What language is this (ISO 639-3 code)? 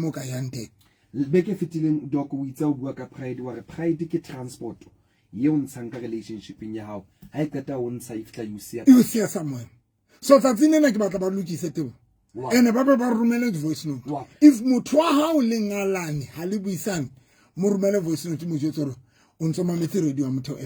sot